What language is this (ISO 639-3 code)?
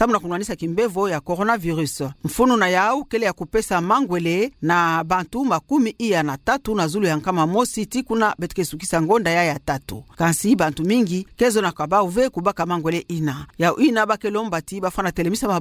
ktu